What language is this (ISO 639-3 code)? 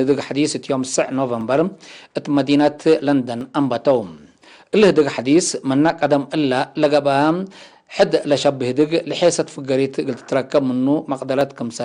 tig